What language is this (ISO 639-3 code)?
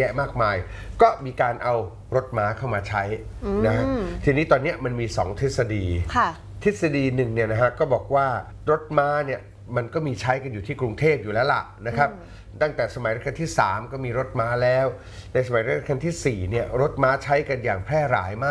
tha